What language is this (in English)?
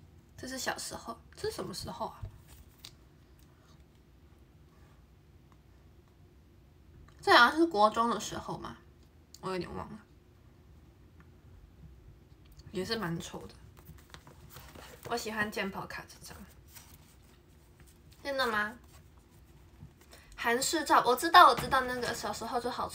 Chinese